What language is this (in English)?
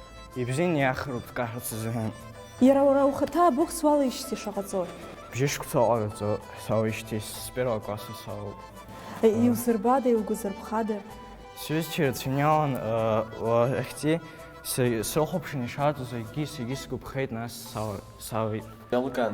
Abkhazian